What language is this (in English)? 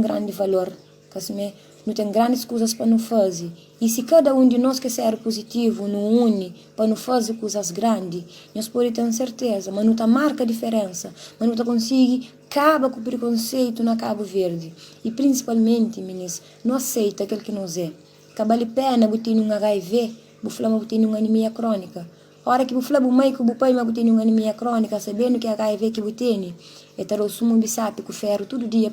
Kabuverdianu